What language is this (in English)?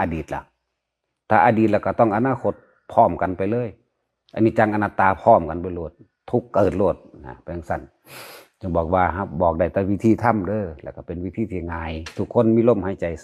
Northeastern Thai